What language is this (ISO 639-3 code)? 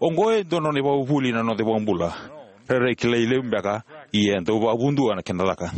fij